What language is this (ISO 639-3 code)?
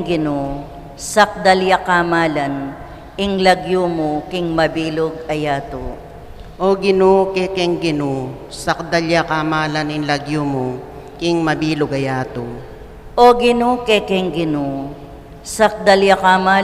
pam